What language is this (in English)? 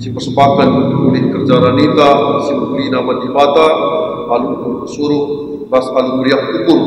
Batak Karo